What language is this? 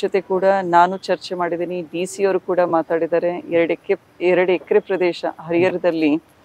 Kannada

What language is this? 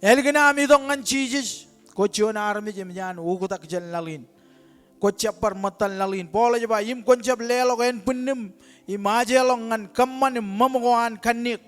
Marshallese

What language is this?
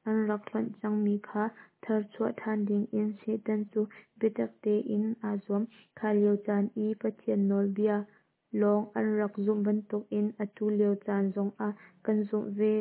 Hakha Chin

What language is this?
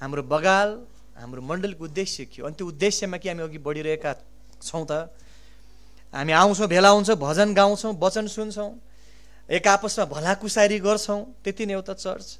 Nepali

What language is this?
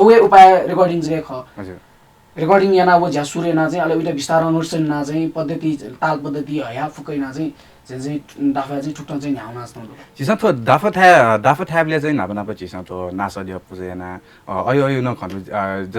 Newari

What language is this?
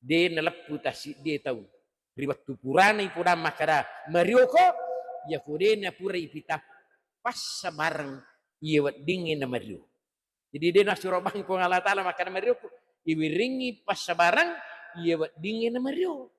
Buginese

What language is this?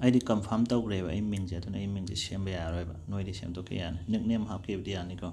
Manipuri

